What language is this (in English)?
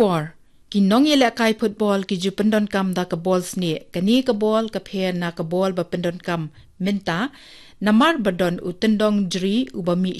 Khasi